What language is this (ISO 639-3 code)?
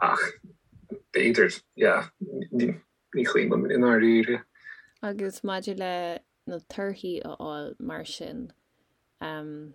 gle